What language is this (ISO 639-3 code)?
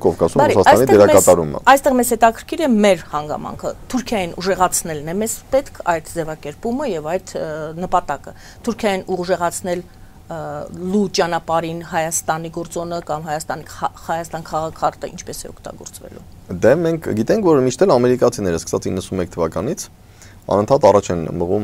hye